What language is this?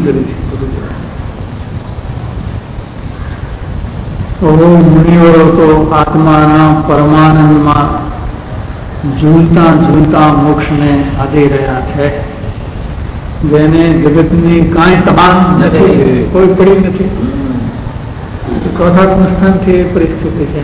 Gujarati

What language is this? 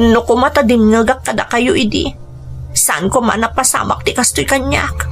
Iloko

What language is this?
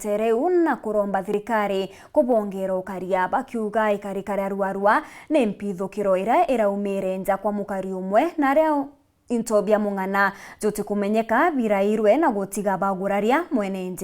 Meru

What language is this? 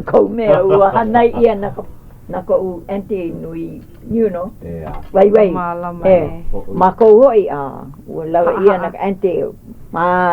Hawaiian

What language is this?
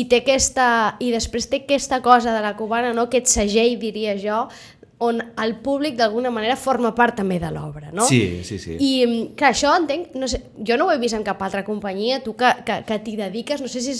Catalan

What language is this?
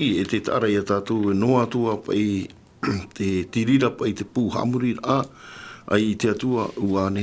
Tahitian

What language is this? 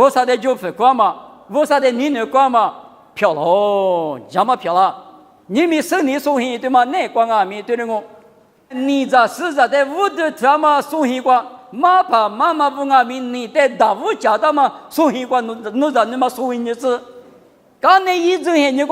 Lisu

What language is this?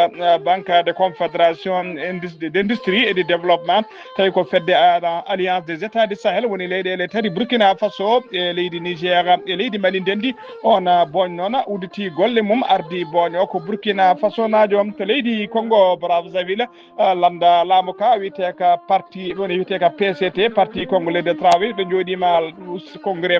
Fula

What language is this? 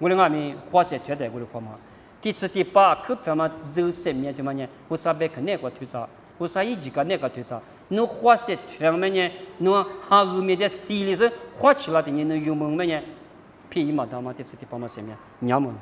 Lisu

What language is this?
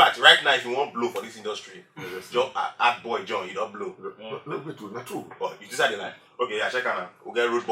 Nigerian Pidgin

